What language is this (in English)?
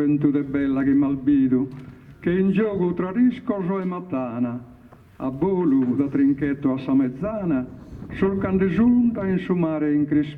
Sardinian